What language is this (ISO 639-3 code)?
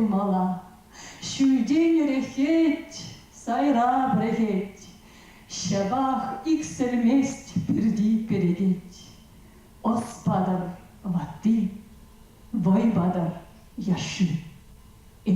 chv